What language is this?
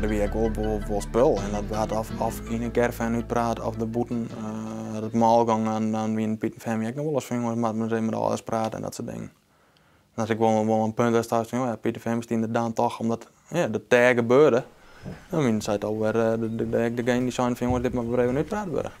Western Frisian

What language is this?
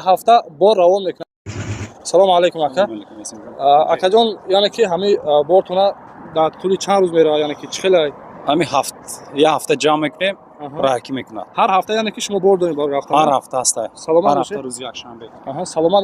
Tajik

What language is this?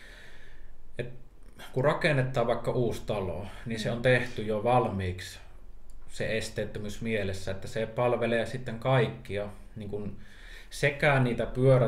Finnish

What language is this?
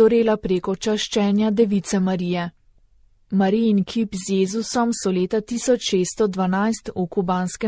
Slovenian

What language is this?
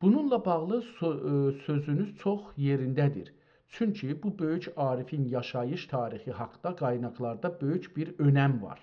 South Azerbaijani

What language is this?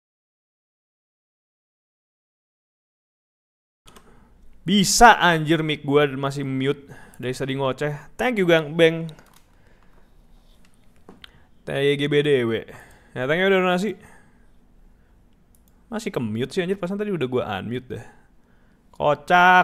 Indonesian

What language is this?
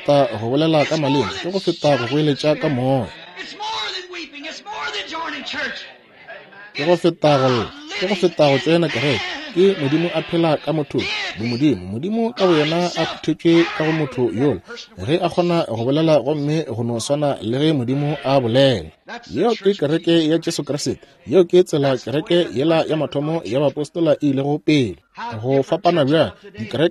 Northern Sotho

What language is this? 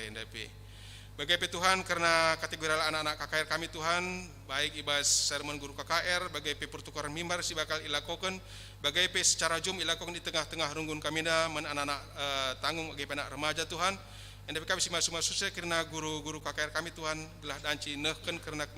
Batak Karo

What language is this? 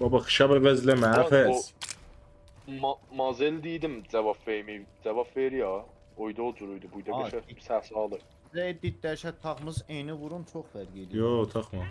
South Azerbaijani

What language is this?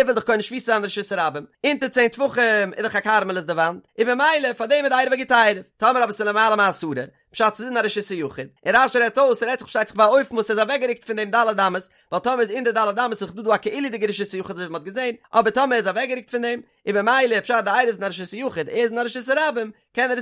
Yiddish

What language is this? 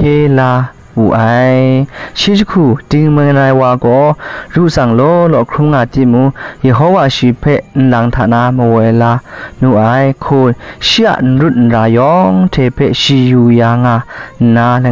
Kachin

